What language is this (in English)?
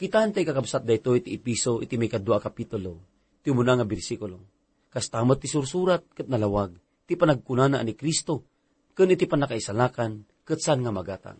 Iloko